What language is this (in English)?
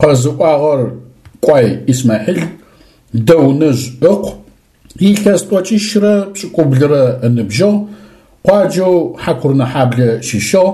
Adyghe